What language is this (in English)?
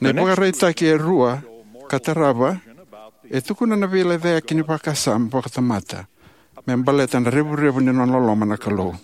Fijian